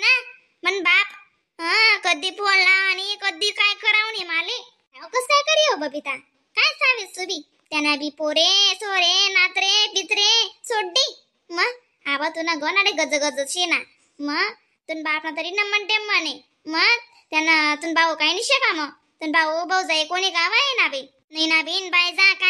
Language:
Khandesi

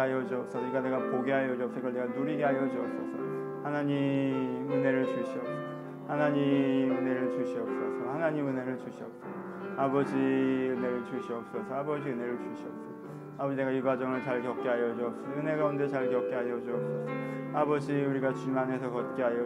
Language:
Korean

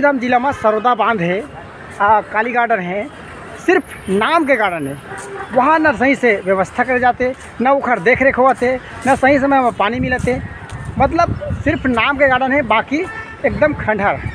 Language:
Chhattisgarhi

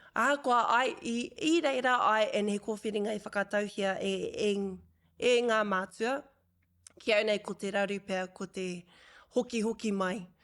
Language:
Māori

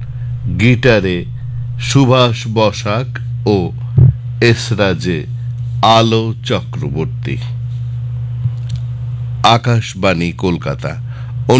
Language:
Bangla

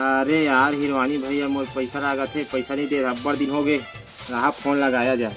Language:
Chhattisgarhi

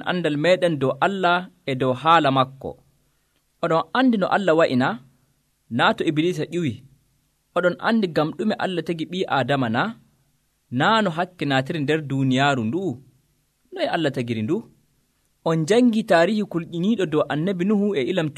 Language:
Nigerian Fulfulde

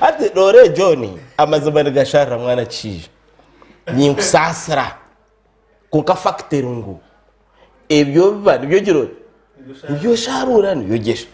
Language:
Nyankole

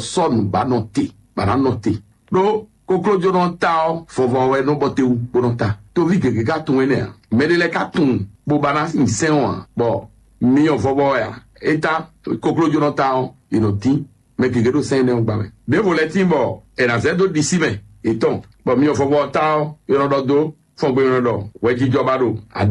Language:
Fon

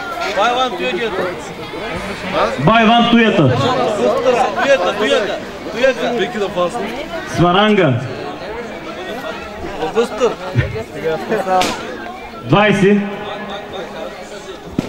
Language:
Bulgarian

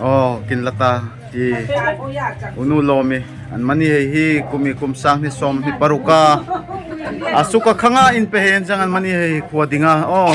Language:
Darlong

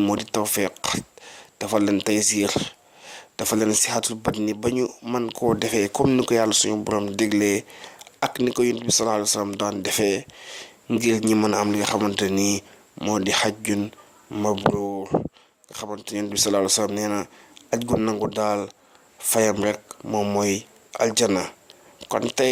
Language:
Wolof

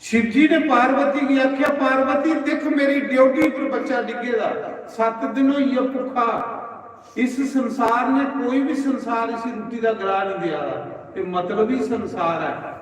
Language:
Dogri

